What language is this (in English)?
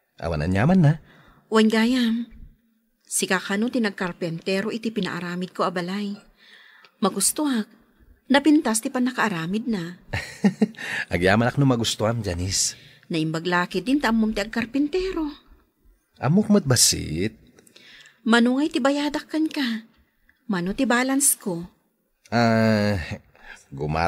Iloko